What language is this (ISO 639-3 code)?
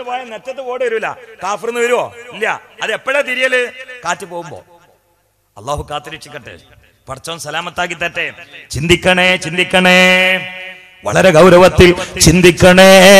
mal